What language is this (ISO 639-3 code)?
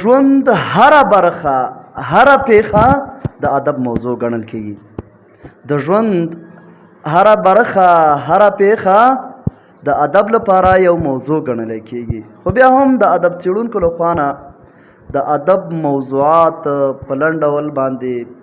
pus